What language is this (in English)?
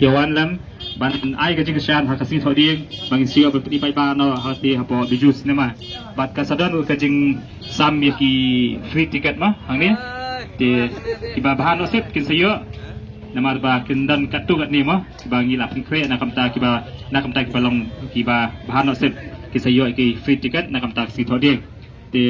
Khasi